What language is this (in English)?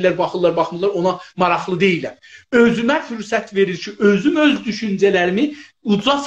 South Azerbaijani